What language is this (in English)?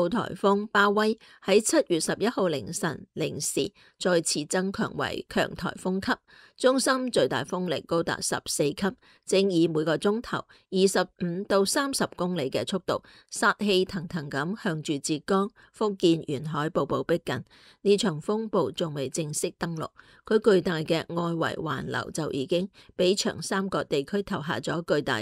Cantonese